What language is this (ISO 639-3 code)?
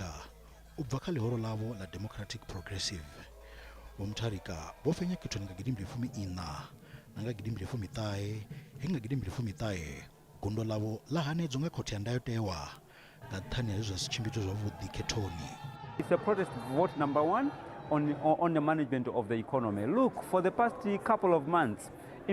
ven